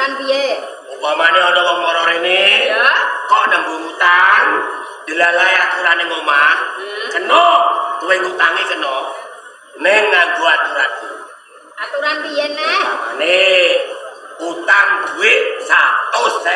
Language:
Javanese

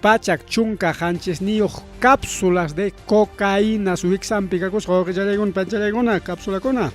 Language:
Ayacucho Quechua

